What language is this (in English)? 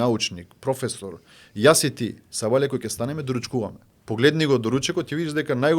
Macedonian